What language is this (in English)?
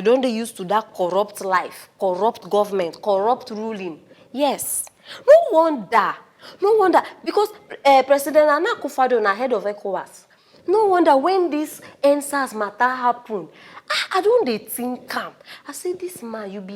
Nigerian Pidgin